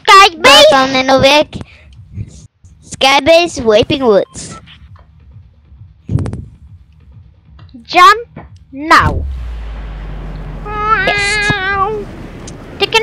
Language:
Swedish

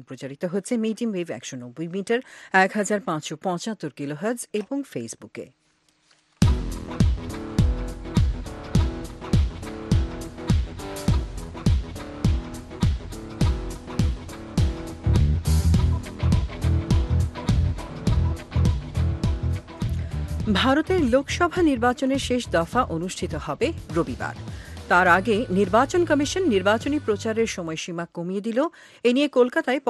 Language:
Bangla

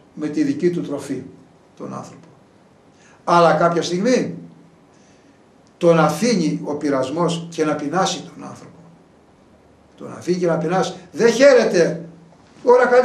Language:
Greek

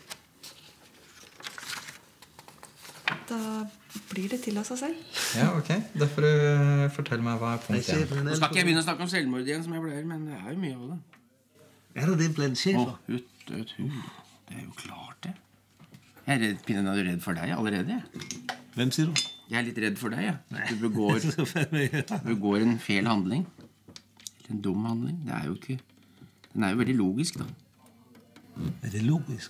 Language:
Norwegian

